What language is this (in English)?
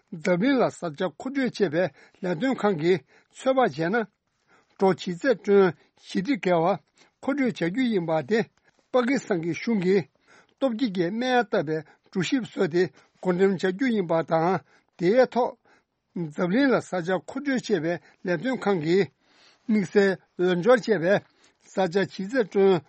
Tibetan